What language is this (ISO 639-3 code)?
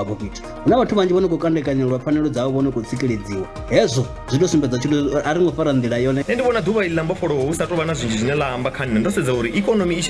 ven